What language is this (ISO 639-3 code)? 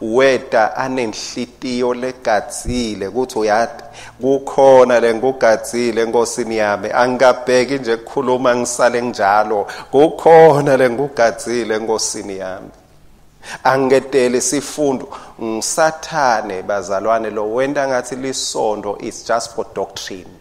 ssw